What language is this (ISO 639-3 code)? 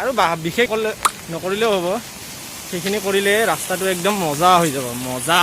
asm